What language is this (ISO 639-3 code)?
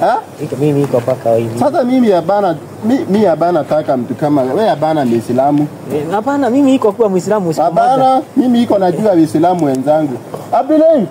swa